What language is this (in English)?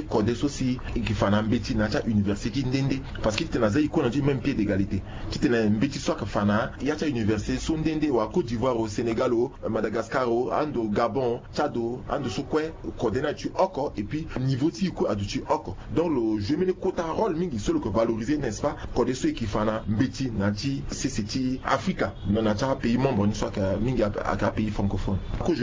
Sango